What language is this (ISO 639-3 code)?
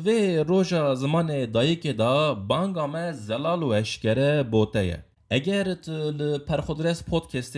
kur